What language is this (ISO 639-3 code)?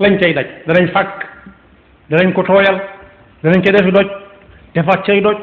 wol